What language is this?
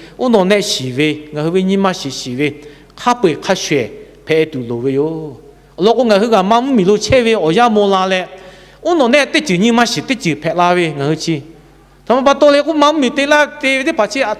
Lahu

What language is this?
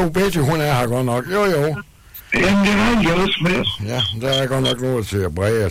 Danish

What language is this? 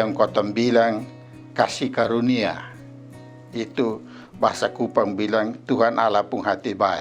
Kupang Malay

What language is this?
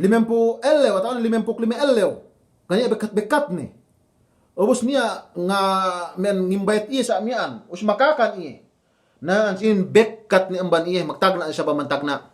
Yakan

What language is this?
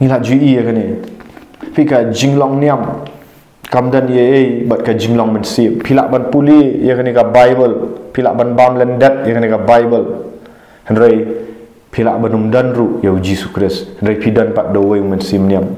Khasi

